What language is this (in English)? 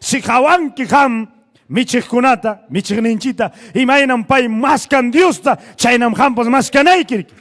Ayacucho Quechua